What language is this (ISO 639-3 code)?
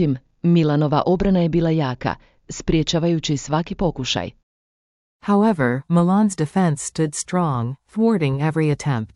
hrv